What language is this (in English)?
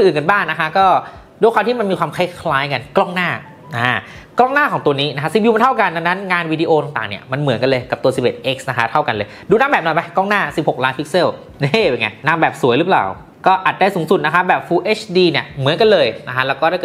Thai